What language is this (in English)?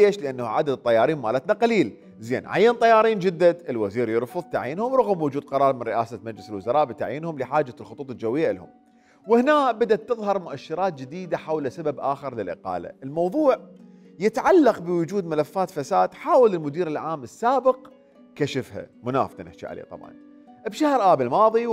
Mesopotamian Arabic